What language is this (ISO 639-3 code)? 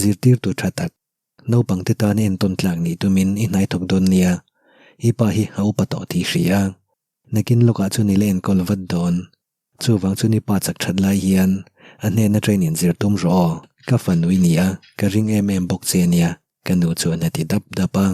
lus